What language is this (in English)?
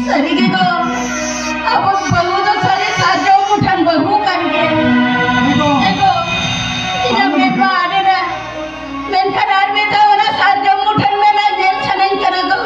Santali